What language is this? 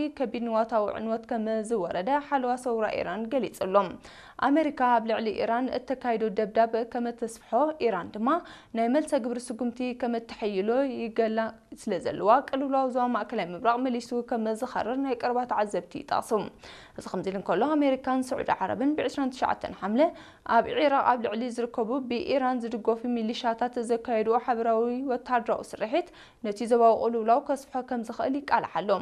Tigrinya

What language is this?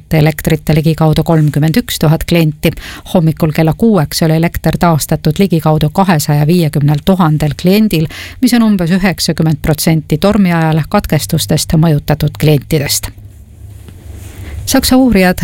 Estonian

